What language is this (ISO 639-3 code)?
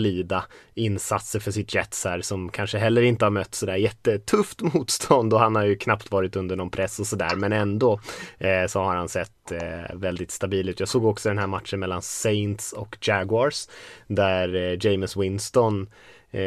swe